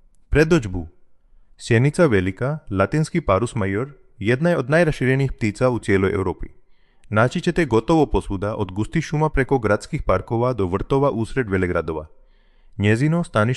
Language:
Croatian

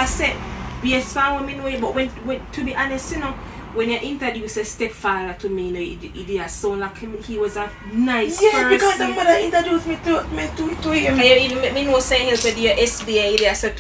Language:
Jamaican Creole English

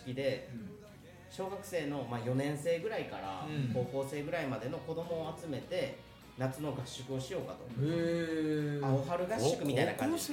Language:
Japanese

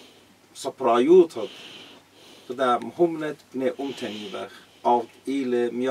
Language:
Assyrian Neo-Aramaic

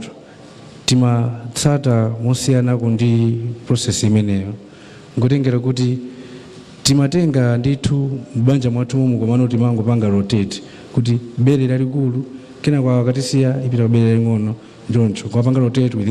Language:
Nyanja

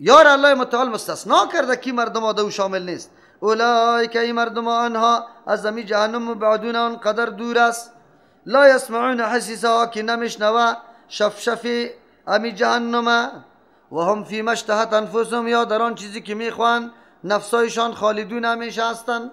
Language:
Persian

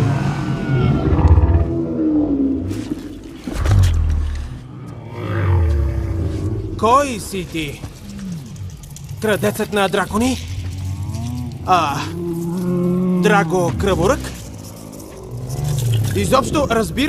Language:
Bulgarian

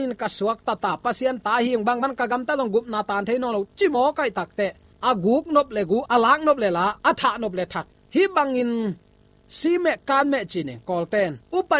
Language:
Tedim Chin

